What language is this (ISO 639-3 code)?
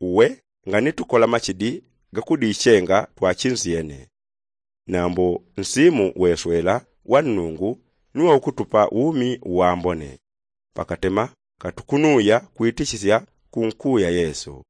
yao